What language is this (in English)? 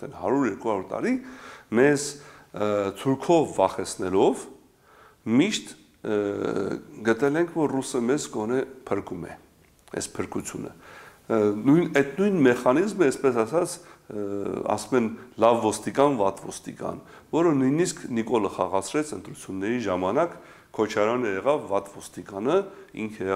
Armenian